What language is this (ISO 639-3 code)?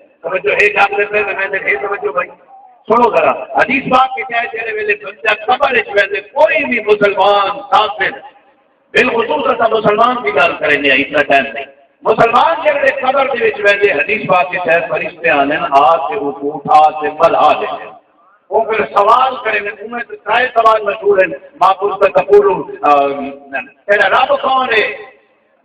skr